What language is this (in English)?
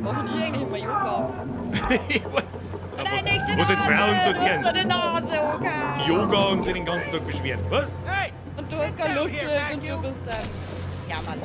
Bavarian